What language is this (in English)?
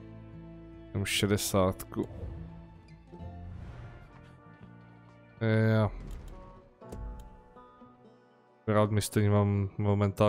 Czech